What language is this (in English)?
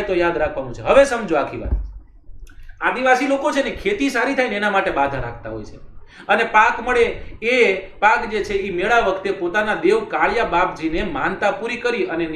Gujarati